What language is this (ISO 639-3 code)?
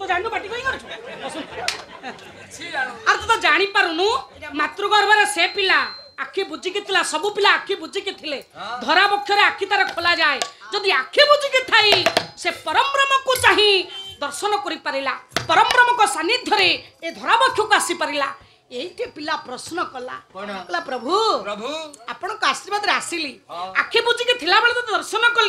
ori